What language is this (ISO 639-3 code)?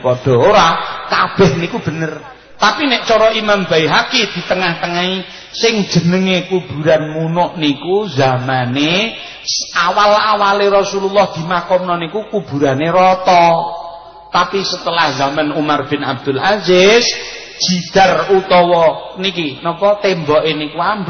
jav